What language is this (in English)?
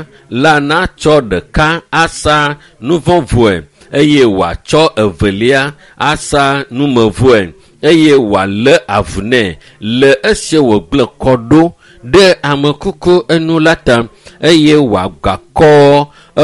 Ewe